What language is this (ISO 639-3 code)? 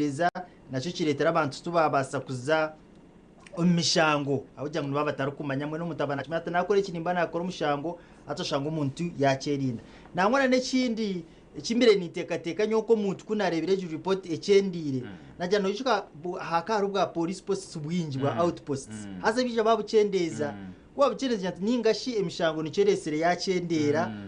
nyn